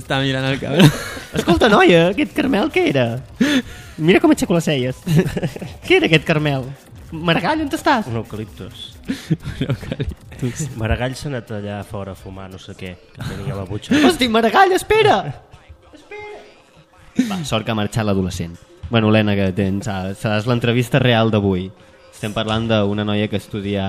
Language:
Catalan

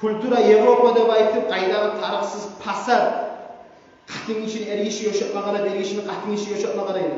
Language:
Kumyk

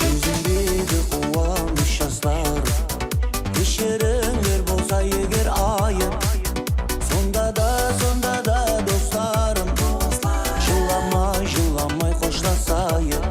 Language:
Kara-Kalpak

